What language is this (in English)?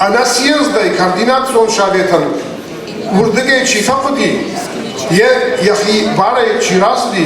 Ossetic